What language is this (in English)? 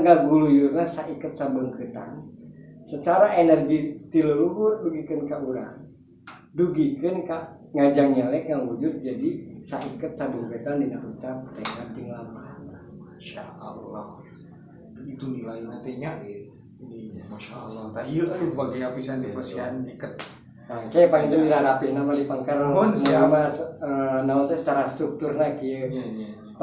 Sundanese